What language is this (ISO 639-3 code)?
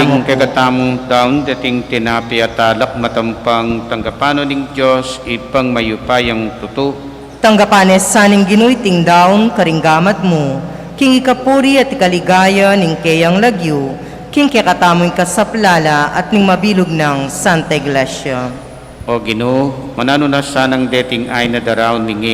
pam